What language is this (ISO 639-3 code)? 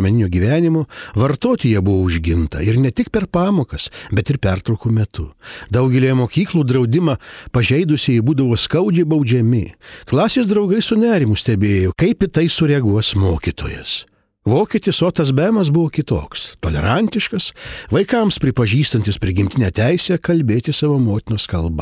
lit